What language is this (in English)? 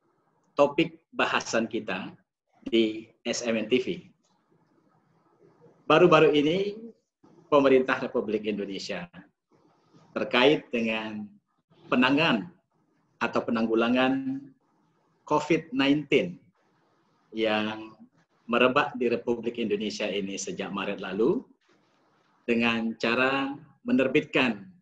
Indonesian